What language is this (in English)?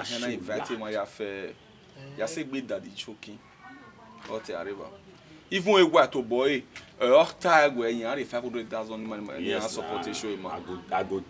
Bini